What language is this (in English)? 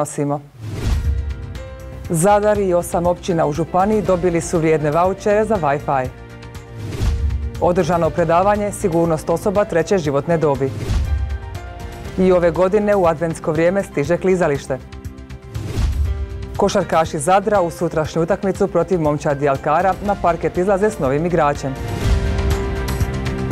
Croatian